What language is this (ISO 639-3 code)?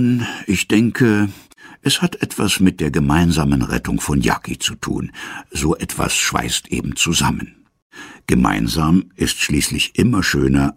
deu